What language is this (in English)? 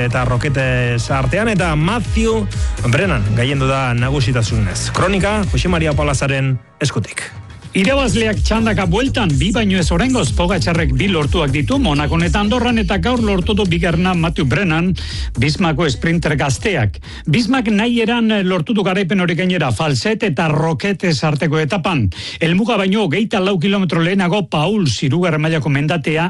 Basque